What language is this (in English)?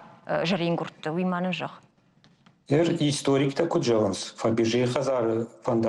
Ossetic